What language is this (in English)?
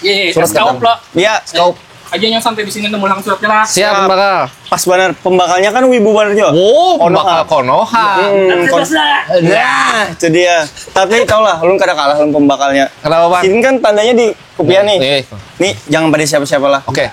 Banjar